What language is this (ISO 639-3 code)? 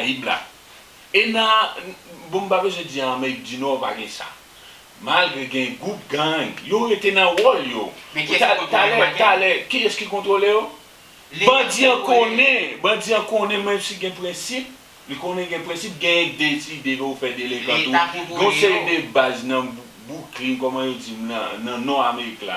hat